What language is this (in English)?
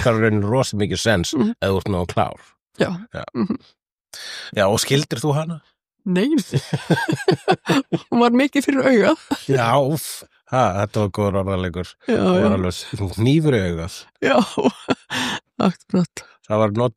Icelandic